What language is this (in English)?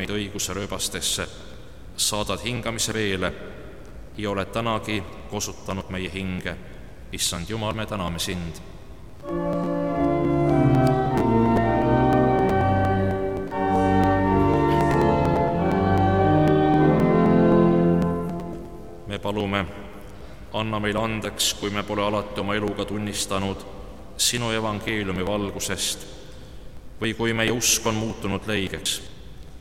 Estonian